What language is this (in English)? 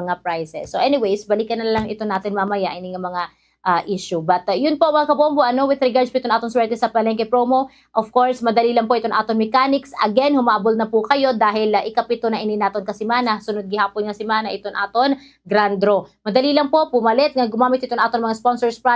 Waray